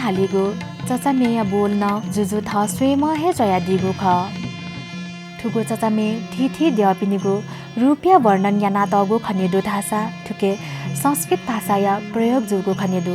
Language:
Newari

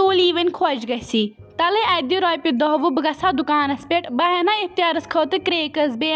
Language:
Kashmiri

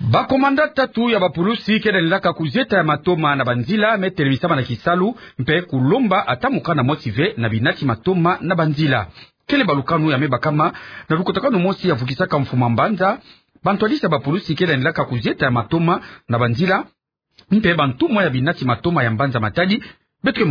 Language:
Kituba (Democratic Republic of Congo)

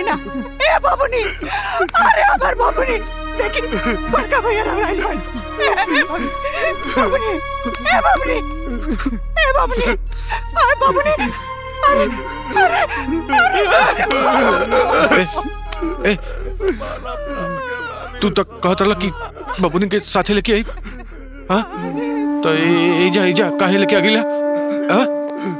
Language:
Bhojpuri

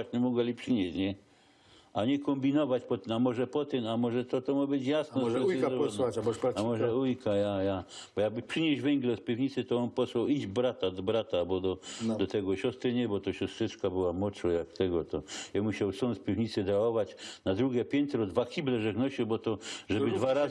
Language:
Silesian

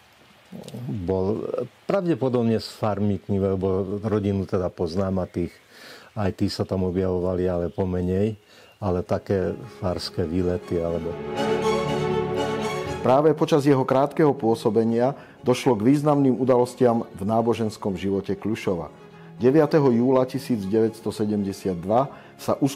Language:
Slovak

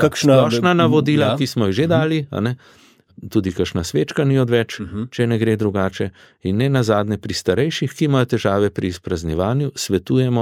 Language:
Slovenian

